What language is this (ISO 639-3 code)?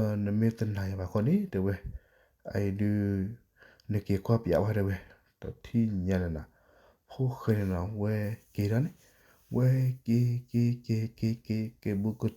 ksw